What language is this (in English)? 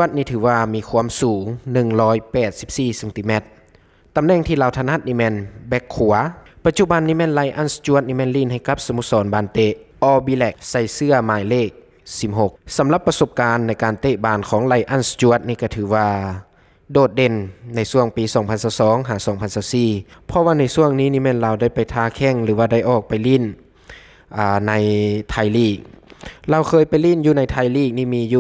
Lao